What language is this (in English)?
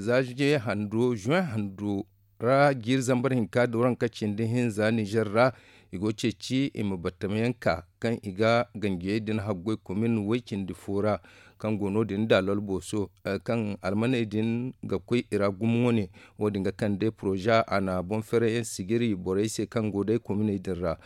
Zarma